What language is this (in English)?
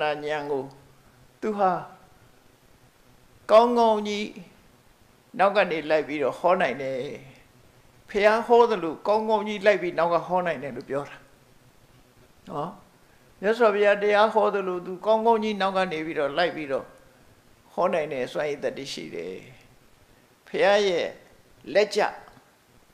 Burmese